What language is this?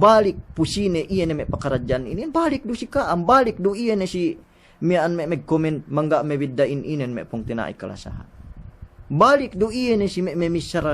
Yakan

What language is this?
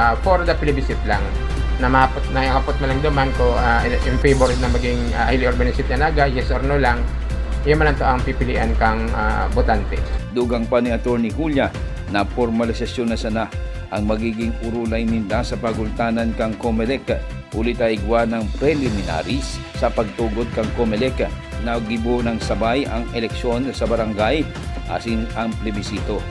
Bikol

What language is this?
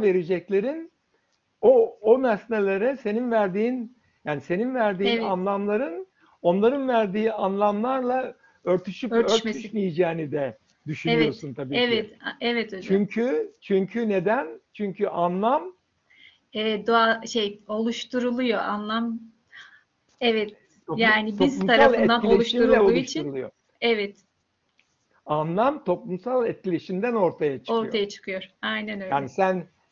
Turkish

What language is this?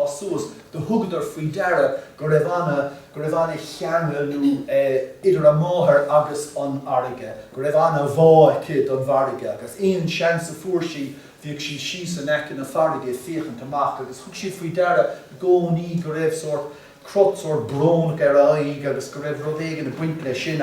Irish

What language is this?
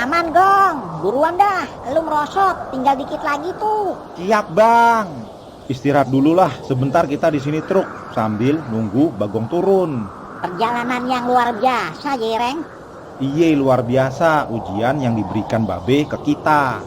Betawi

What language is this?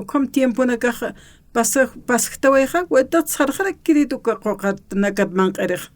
Aymara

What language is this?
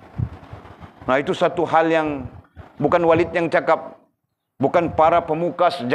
Malay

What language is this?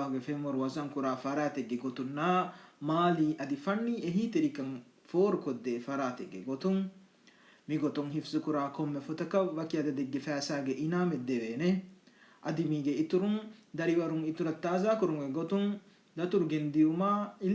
Divehi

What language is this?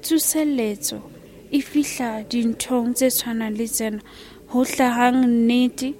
Southern Sotho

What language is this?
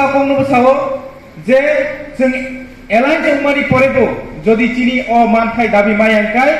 Kok Borok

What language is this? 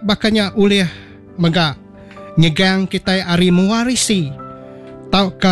Iban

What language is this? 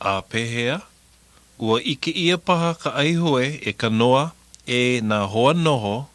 Hawaiian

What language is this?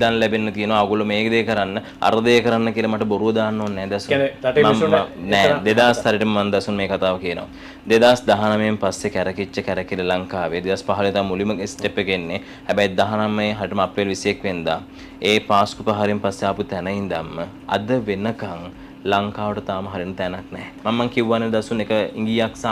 Sinhala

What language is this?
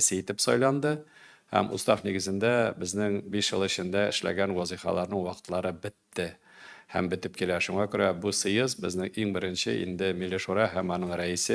Tatar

